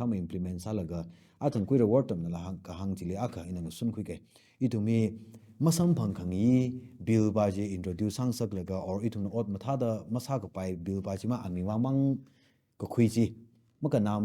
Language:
Tangkhul Naga (India)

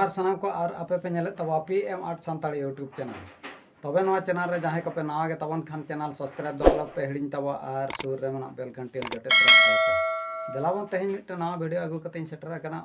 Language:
Santali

